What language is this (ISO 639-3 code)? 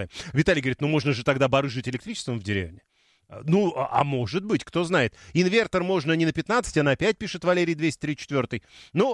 rus